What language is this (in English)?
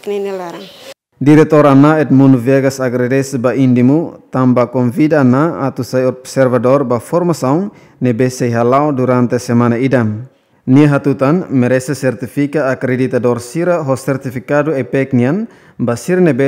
Tetum